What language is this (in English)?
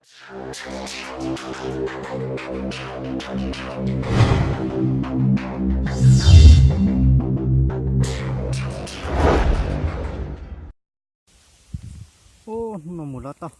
Hmong